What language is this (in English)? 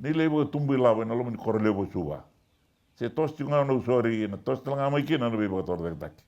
Fijian